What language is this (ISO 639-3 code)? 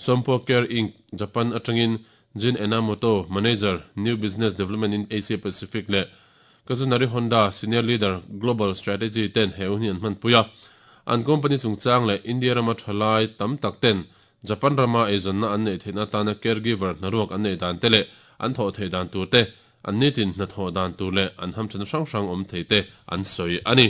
lus